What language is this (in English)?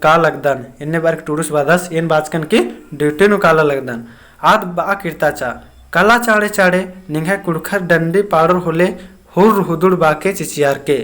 Kurukh